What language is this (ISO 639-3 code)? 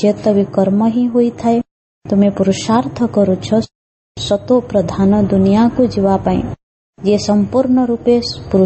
ori